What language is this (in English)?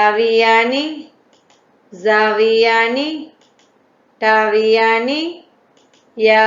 Divehi